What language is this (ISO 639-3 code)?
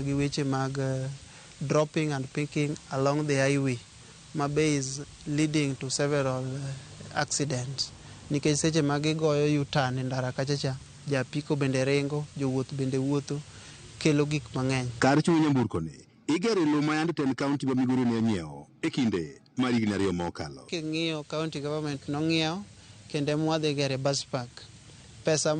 luo